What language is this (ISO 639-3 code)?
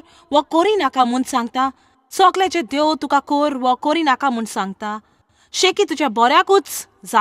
kok